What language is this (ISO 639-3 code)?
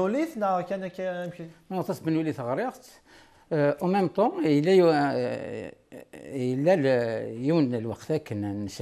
kab